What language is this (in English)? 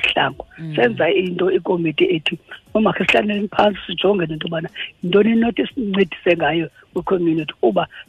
Xhosa